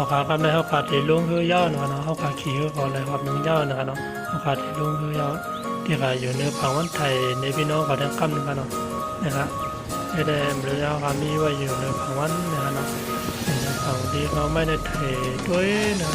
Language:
Shan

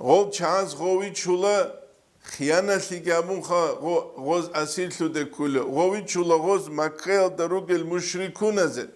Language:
Avaric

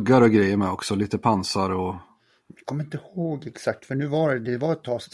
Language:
Swedish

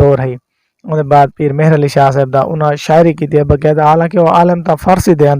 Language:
Saraiki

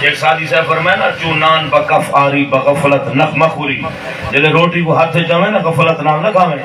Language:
Saraiki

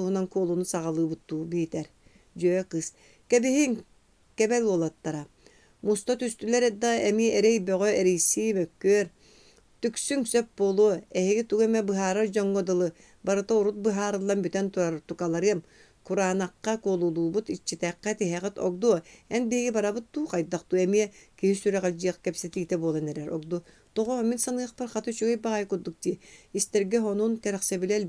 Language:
Yakut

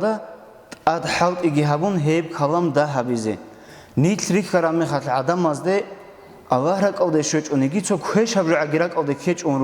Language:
Avaric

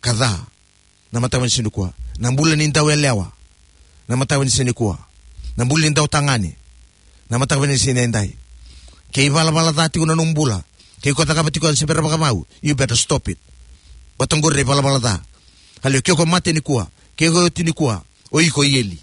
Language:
Fijian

